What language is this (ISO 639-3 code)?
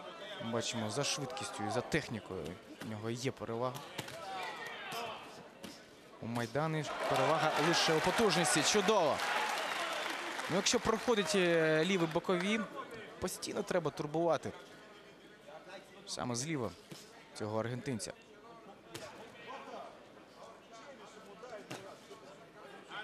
ukr